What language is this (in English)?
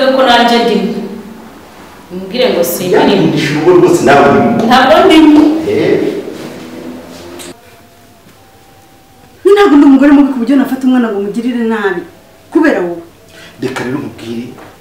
Kinyarwanda